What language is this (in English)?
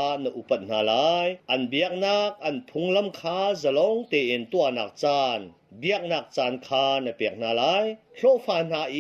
Hakha Chin